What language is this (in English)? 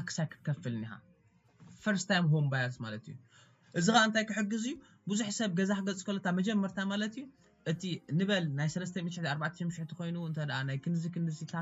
Tigrinya